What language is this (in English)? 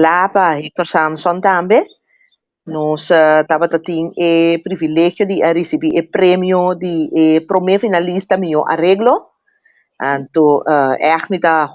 Papiamento